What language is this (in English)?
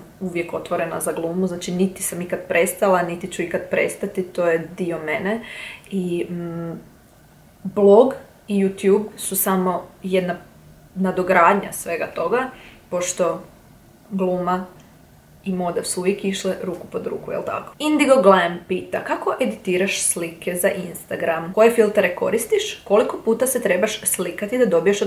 Croatian